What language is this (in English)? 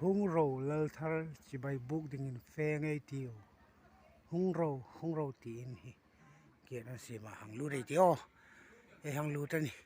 Hmar